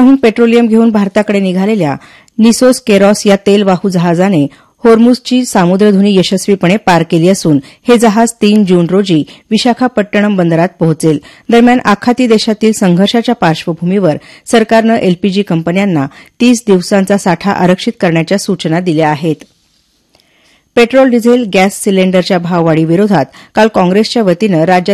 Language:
Marathi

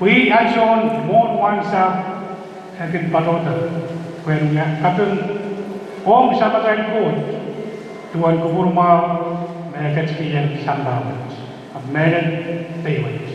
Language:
Pohnpeian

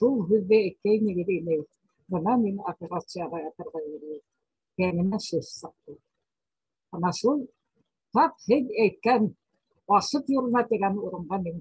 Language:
Bashkir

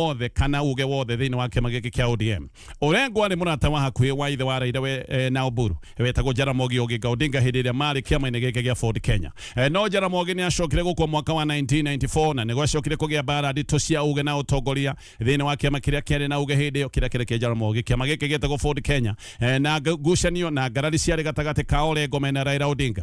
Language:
Kikuyu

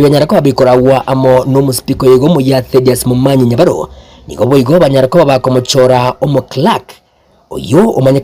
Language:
Gusii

